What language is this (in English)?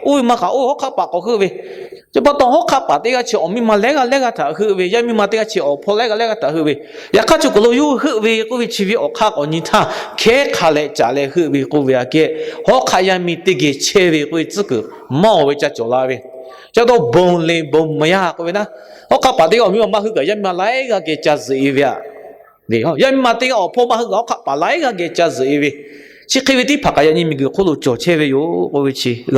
Lahu